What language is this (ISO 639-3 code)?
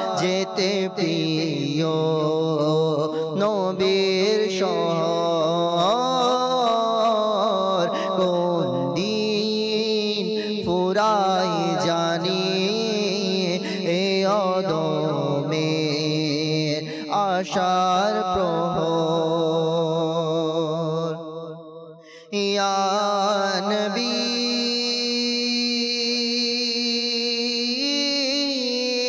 ben